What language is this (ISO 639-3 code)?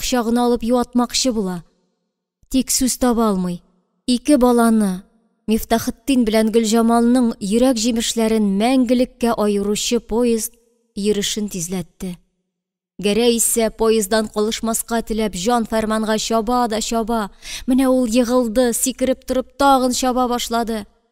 tat